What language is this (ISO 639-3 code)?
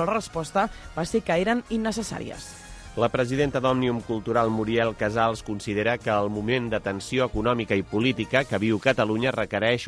cat